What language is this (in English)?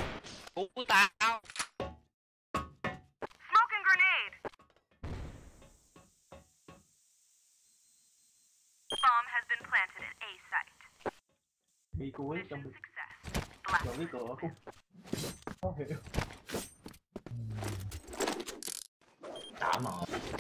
Vietnamese